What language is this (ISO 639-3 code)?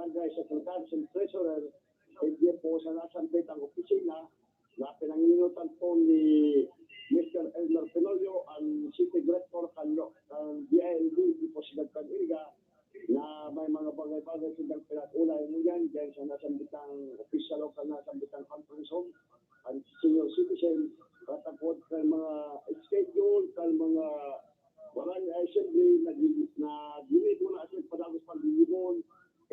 bik